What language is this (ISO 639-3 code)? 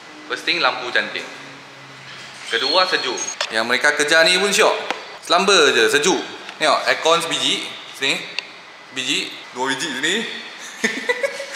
msa